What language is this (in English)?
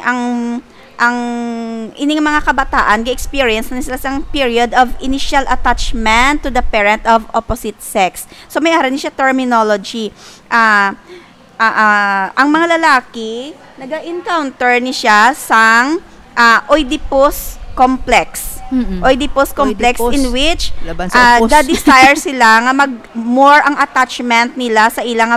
Hiligaynon